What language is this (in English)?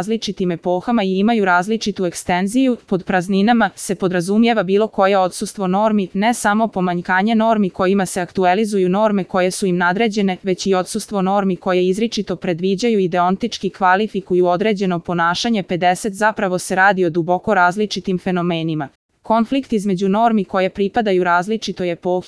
Serbian